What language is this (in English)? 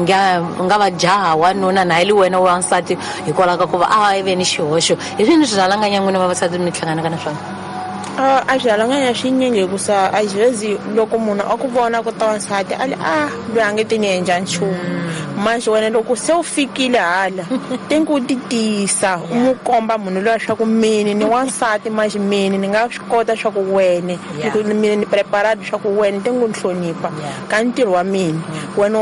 Tsonga